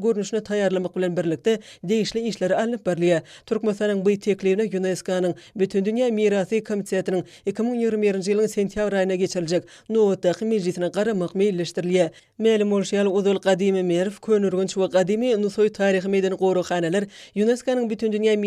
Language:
Turkmen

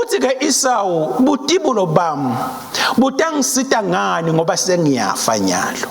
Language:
Swati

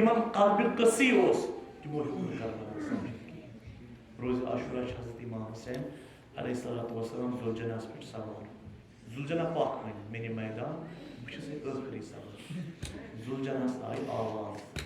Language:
Kashmiri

